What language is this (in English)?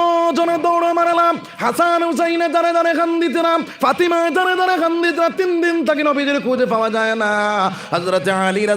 Sylheti